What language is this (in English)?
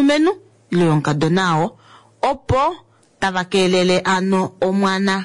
Kuanyama